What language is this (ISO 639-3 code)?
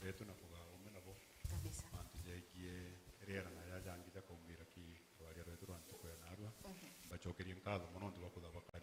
mer